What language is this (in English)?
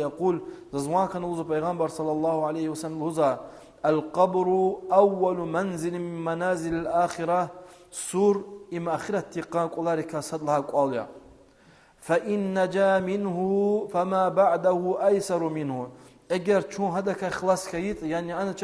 Lezghian